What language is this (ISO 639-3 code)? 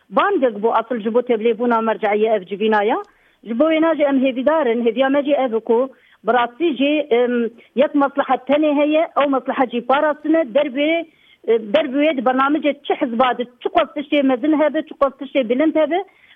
kur